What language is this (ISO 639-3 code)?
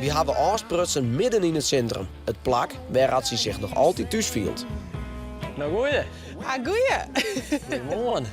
fry